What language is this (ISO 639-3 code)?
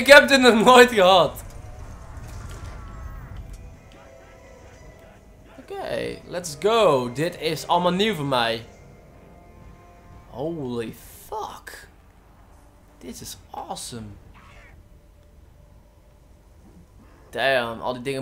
nld